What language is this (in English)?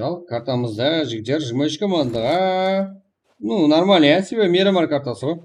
Kara-Kalpak